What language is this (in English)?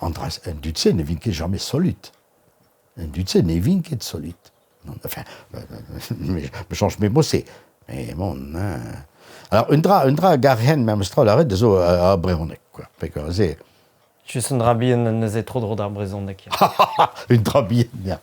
Breton